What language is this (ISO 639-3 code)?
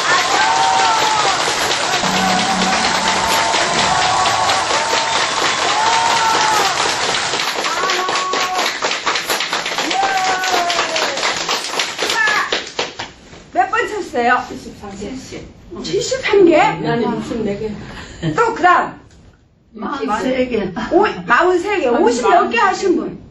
kor